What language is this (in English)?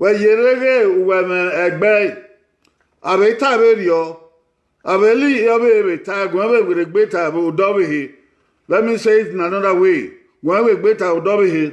Bini